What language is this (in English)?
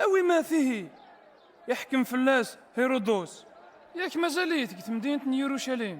Kabyle